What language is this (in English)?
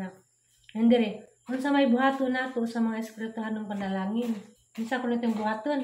Cebuano